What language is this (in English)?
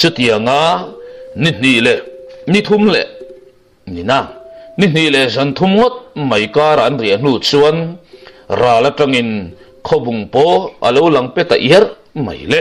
Mizo